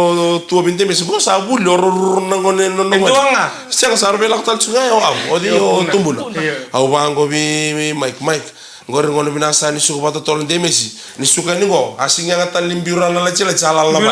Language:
Fijian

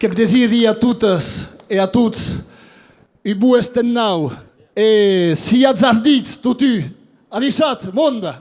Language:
Occitan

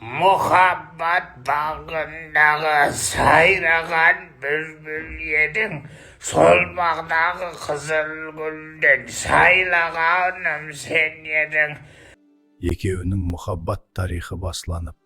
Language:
Kara-Kalpak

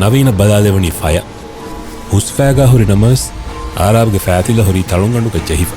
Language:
Divehi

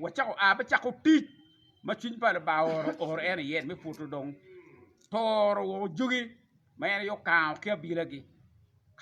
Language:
Acoli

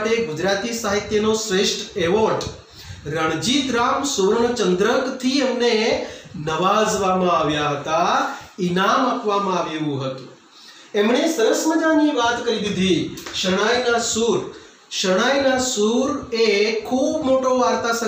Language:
Gujarati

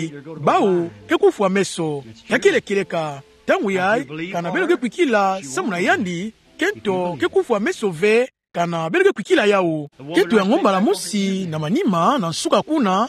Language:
Kituba (Democratic Republic of Congo)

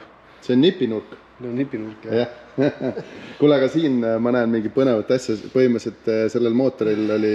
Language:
Estonian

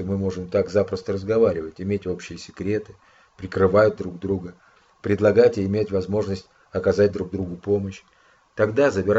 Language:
Russian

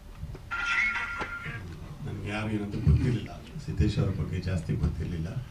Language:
Kannada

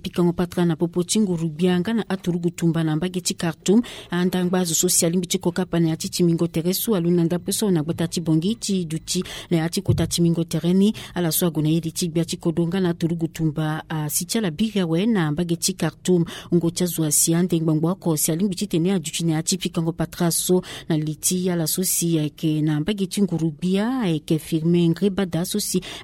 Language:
Sango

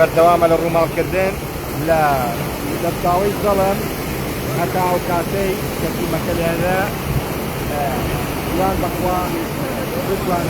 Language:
Central Kurdish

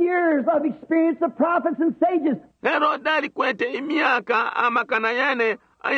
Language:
Bemba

